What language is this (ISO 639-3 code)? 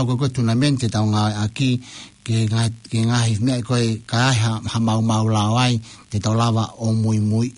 ton